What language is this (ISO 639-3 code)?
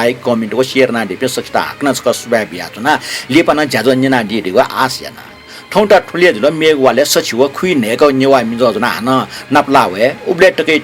new